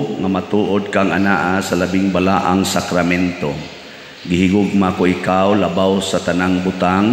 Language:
Cebuano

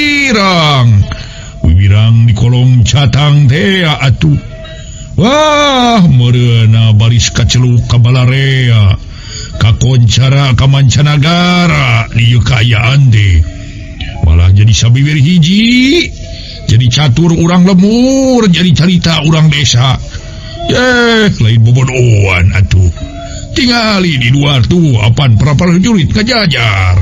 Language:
Sundanese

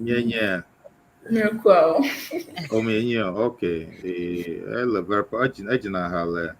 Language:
Ewe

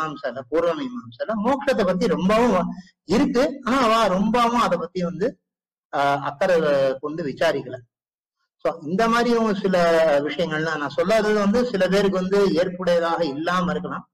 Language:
Tamil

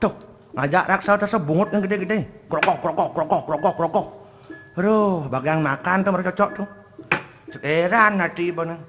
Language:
Balinese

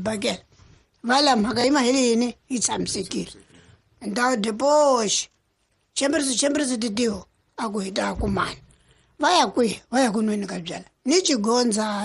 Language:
Tsonga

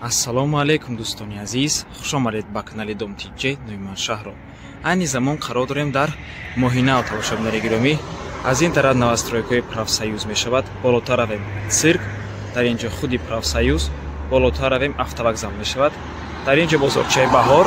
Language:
Tajik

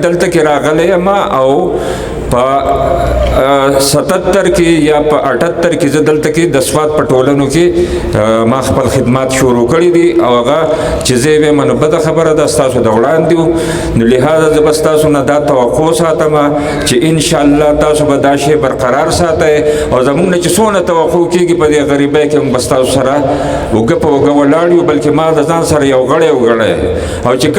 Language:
Pashto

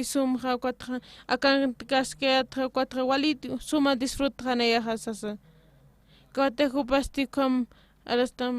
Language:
Aymara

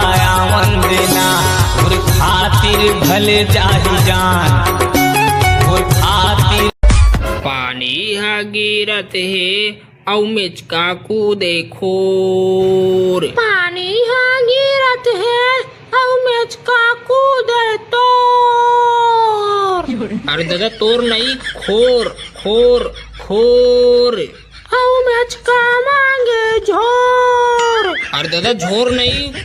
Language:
Chhattisgarhi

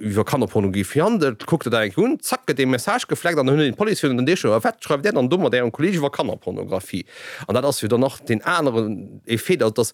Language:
Luxembourgish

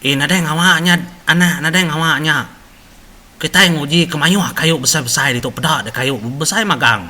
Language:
Iban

